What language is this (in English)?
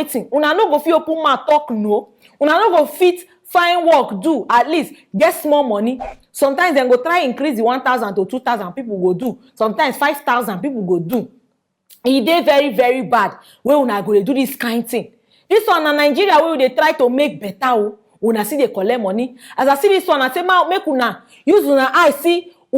Nigerian Pidgin